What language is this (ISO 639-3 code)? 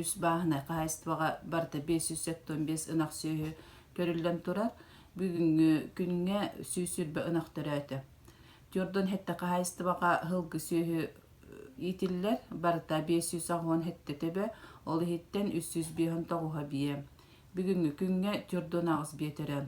sah